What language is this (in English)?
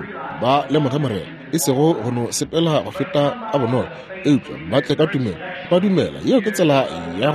Northern Sotho